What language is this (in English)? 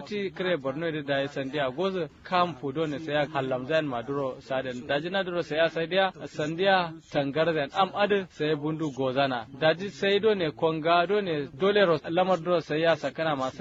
Kanuri